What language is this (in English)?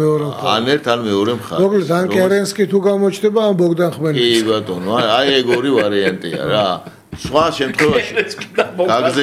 Georgian